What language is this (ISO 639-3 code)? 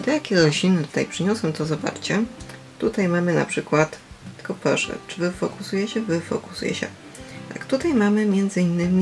pol